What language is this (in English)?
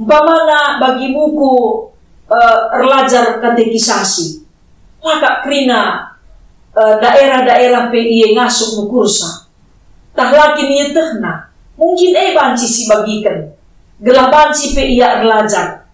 Batak Karo